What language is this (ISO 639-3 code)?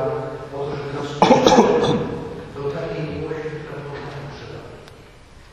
pol